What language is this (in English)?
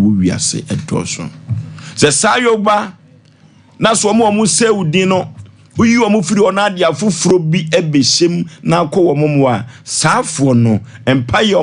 Akan